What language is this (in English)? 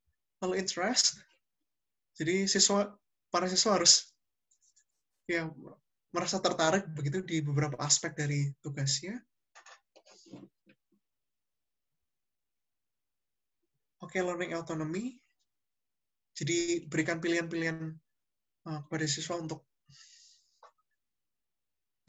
Indonesian